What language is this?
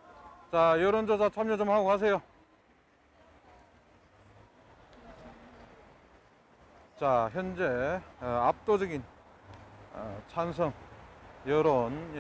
Korean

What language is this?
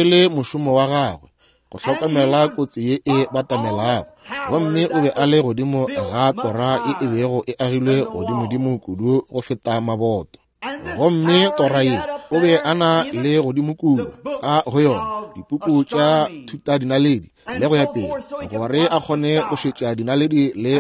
Northern Sotho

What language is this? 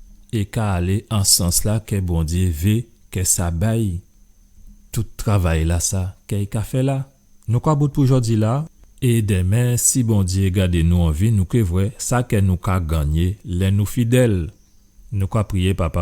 Guadeloupean Creole French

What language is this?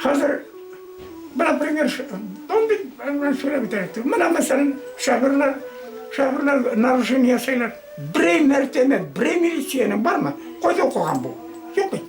Bashkir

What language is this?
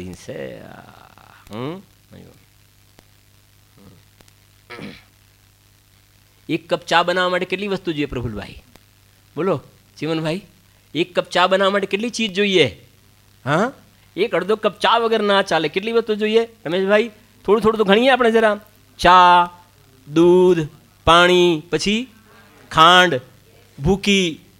Gujarati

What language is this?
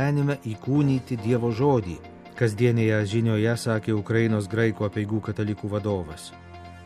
Lithuanian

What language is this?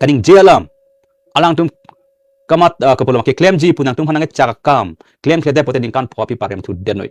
Karbi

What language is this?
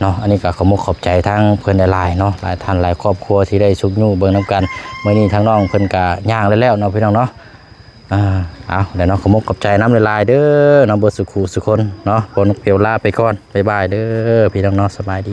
Lao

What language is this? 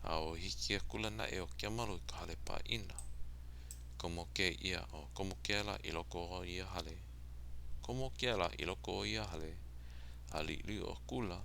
Hawaiian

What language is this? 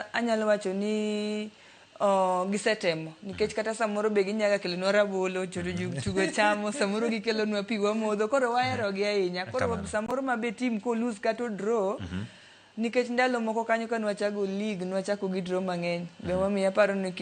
Luo (Kenya and Tanzania)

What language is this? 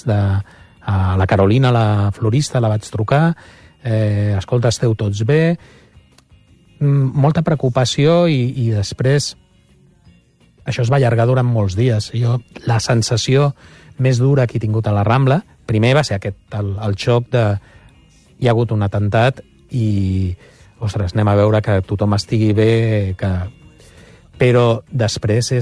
Catalan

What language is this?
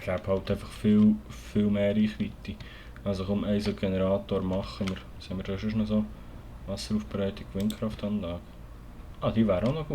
Swiss German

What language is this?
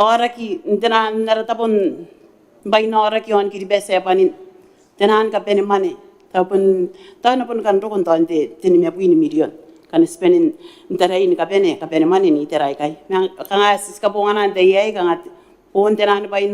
Gilbertese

